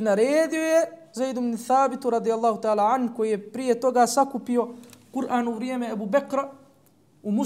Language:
Bosnian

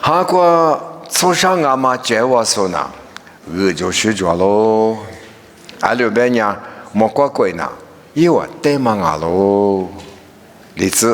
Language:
Lisu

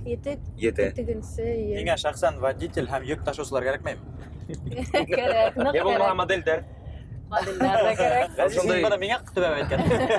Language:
Bashkir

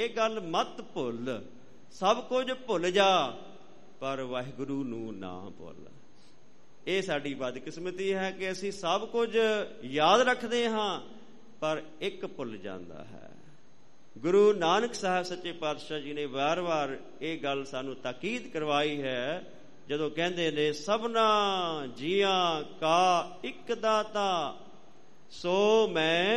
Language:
Punjabi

